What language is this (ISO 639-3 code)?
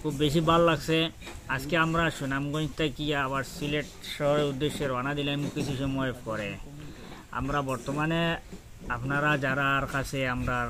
syl